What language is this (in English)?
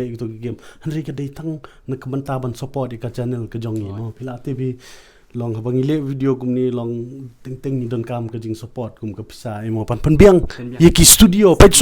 Khasi